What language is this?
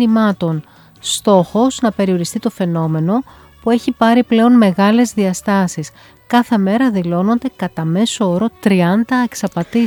Greek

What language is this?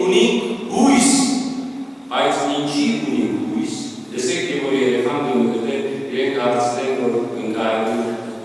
Western Armenian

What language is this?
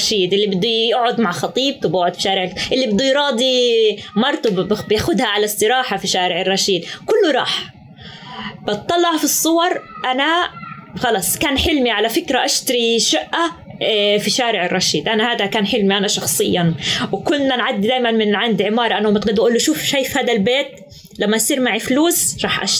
North Levantine Arabic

